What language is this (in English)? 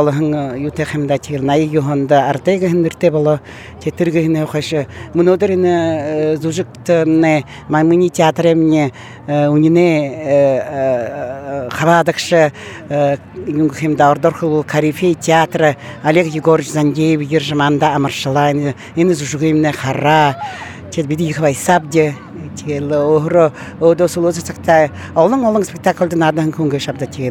Buriat